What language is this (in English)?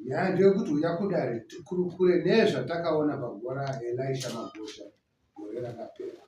Shona